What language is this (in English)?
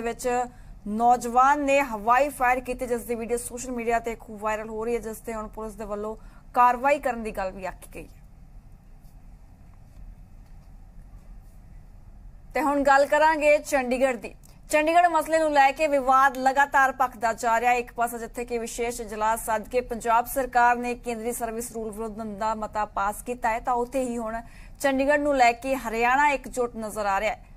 Punjabi